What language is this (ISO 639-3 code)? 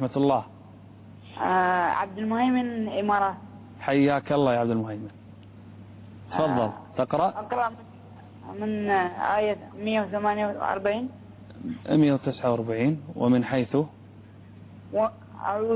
ara